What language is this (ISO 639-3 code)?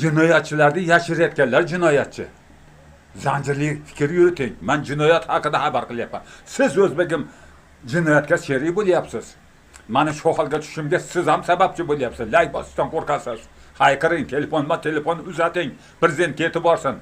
uzb